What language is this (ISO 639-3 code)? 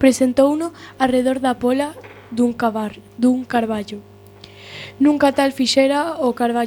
glg